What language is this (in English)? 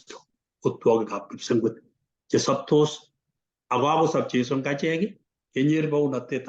Kalenjin